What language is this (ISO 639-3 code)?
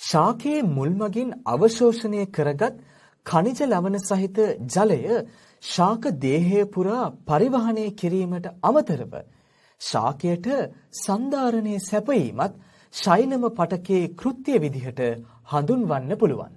sin